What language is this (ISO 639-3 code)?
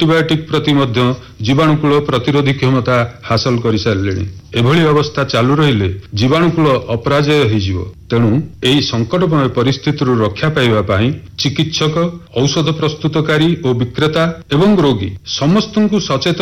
ori